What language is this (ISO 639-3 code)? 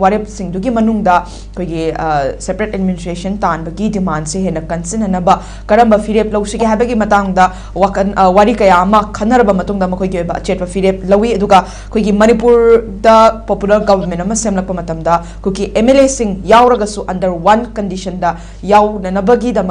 mni